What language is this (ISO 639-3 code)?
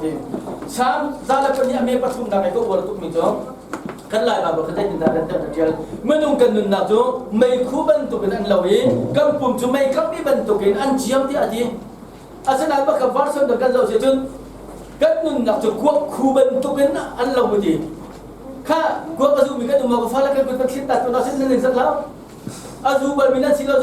cnh